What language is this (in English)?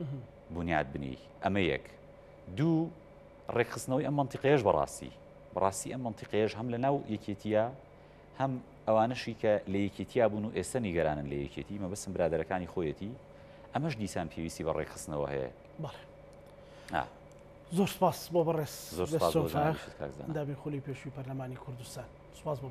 Central Kurdish